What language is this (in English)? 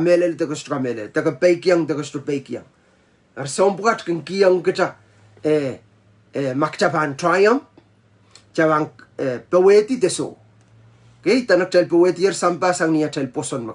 Pohnpeian